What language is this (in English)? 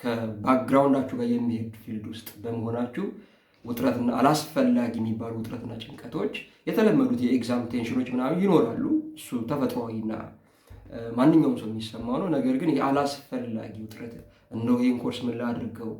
Amharic